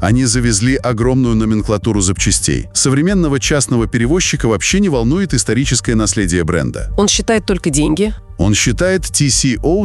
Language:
Russian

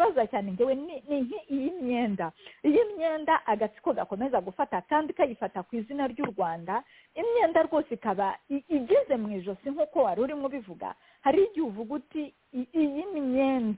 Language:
Kinyarwanda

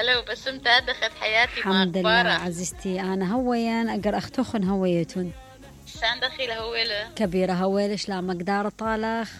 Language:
Mesopotamian Arabic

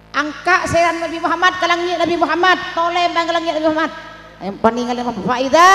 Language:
Madurese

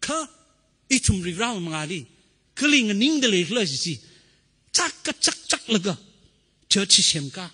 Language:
Tangkhul Naga (India)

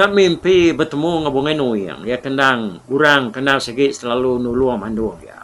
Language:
Iban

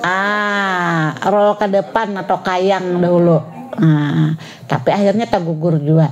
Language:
Banjar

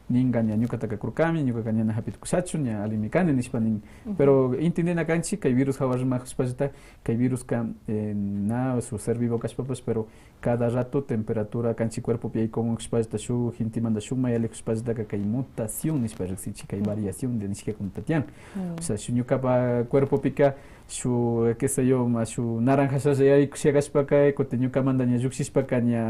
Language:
Quechua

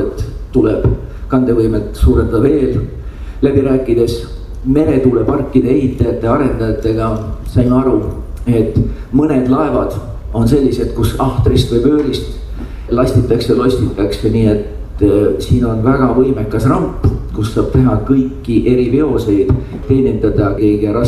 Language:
Estonian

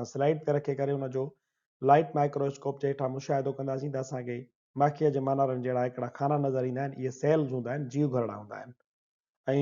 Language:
Sindhi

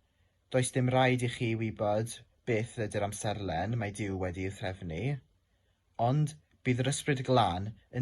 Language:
Welsh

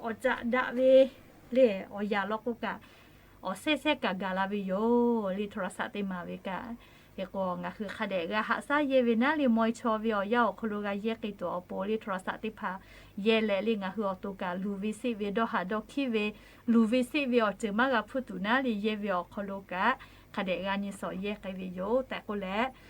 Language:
Lahu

